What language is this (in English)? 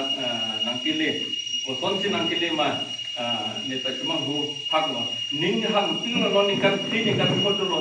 Karbi